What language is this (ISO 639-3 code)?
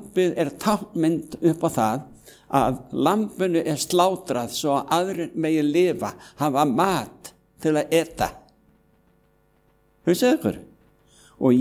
isl